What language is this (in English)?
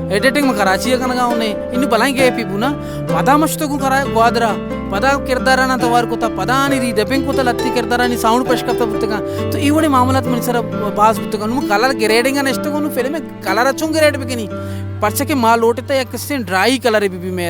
Baluchi